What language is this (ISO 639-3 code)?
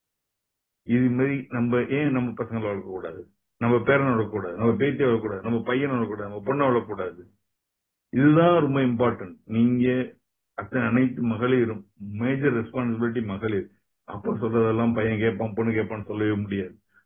tam